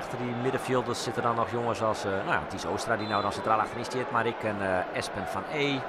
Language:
Western Frisian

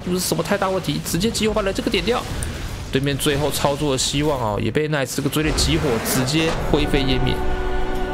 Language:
Chinese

